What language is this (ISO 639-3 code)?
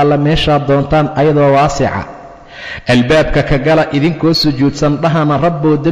som